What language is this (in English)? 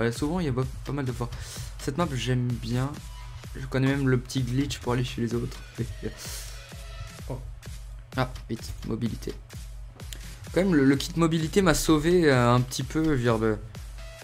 French